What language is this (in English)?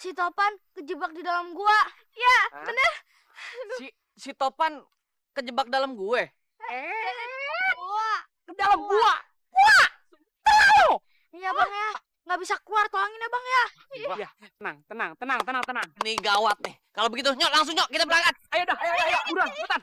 Betawi